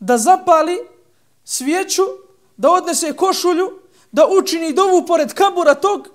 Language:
Bosnian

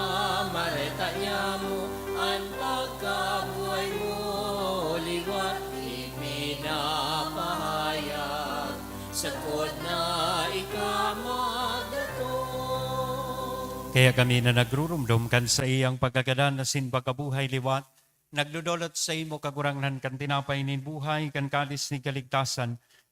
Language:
Bikol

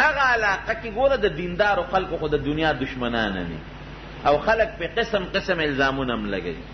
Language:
Pashto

